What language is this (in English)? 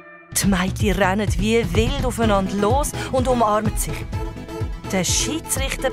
Swiss German